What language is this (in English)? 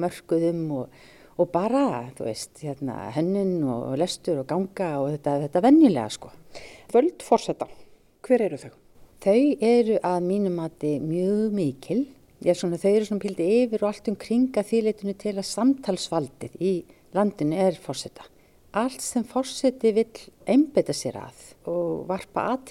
Icelandic